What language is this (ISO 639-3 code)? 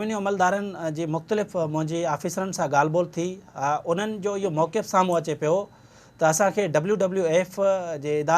snd